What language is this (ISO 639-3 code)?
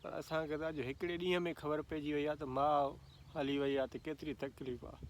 snd